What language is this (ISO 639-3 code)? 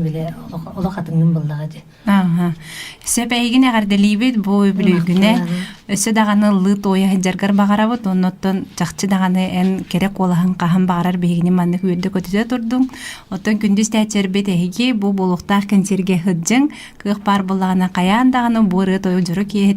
sah